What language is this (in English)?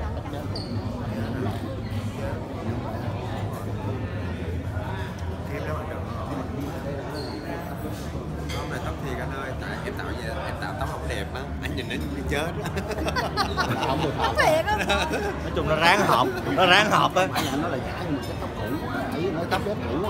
Vietnamese